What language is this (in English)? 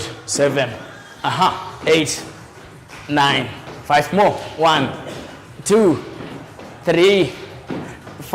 Kamba